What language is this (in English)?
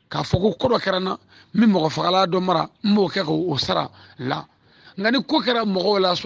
Bambara